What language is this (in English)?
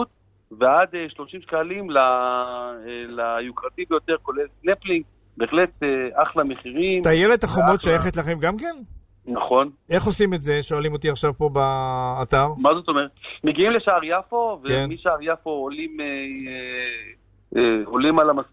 Hebrew